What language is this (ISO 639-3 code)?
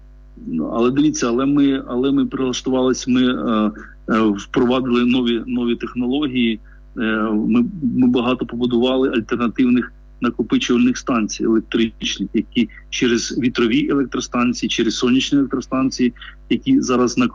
ukr